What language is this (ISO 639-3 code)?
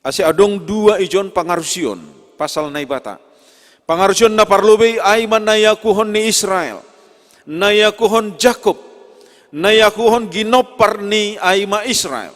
bts